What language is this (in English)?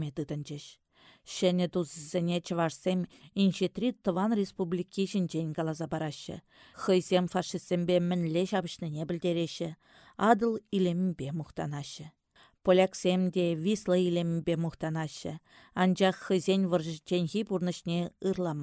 Chuvash